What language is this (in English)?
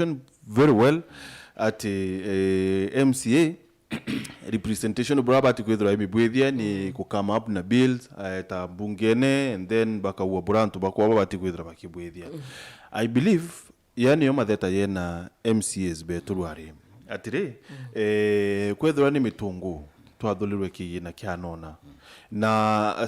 Meru